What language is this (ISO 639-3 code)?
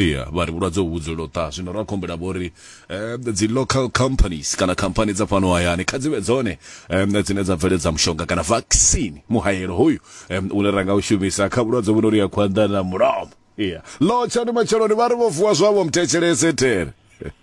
ven